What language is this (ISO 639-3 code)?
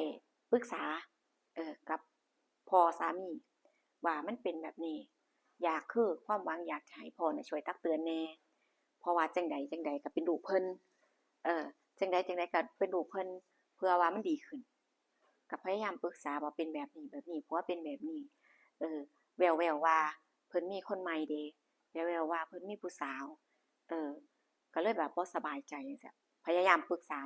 tts